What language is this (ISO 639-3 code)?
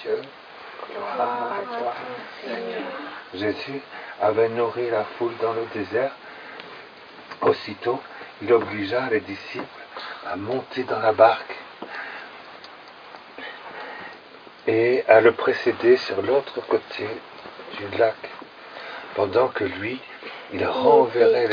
fra